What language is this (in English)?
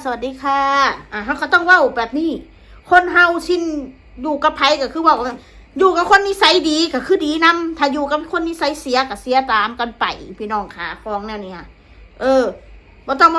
Northeastern Thai